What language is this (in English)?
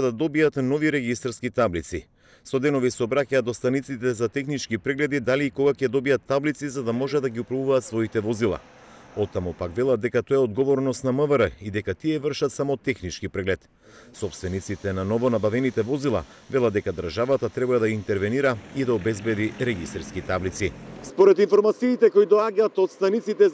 Macedonian